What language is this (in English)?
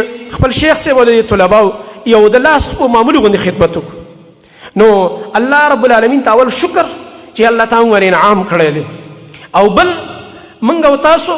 Pashto